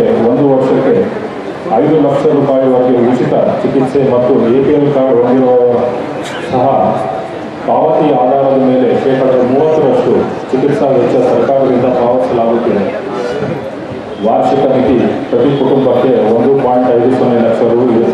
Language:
Kannada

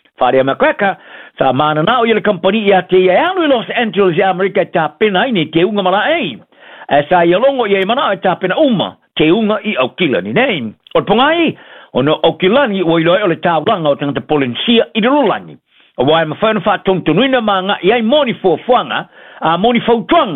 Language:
Samoan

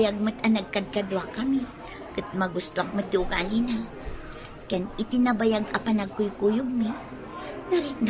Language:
Iloko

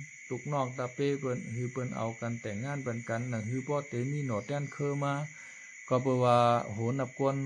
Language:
Shan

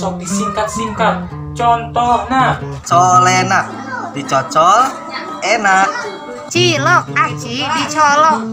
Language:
Sundanese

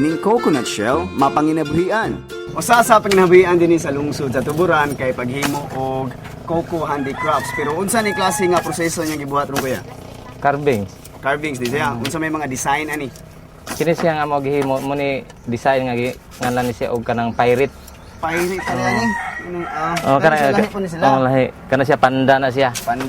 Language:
Cebuano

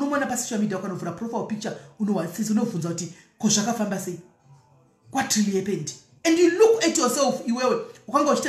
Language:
Shona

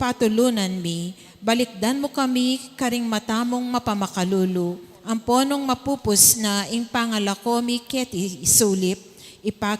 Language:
Pampanga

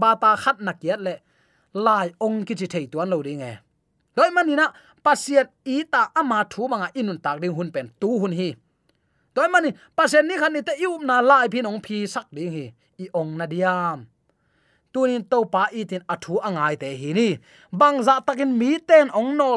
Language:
Tedim Chin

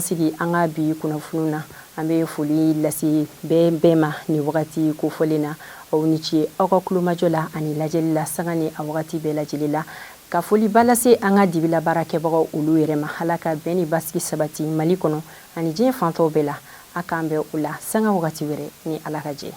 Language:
Bambara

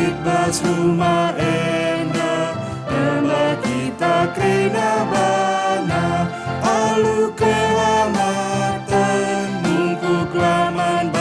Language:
Batak Karo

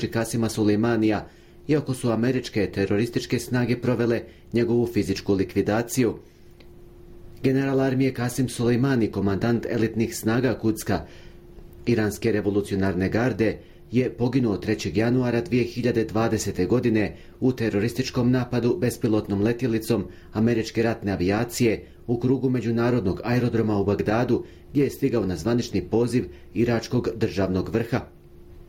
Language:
Bosnian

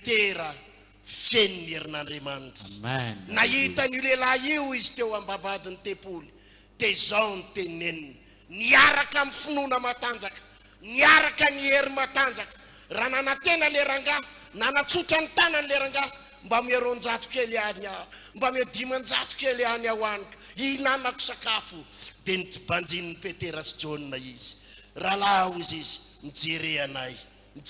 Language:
Malagasy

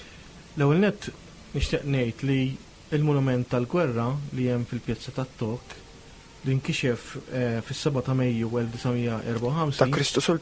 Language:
Maltese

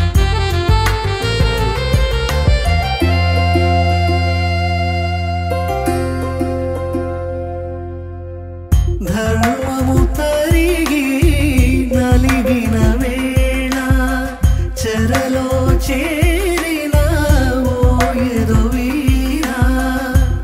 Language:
Telugu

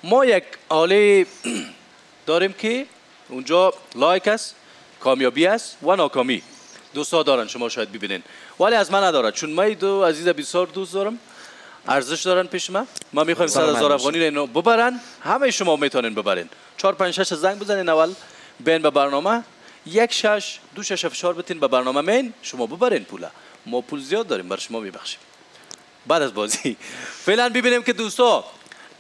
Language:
Persian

